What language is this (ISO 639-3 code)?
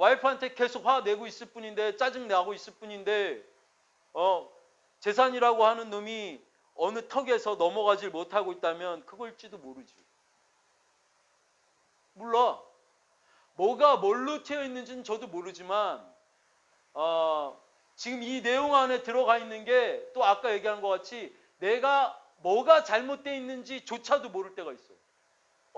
kor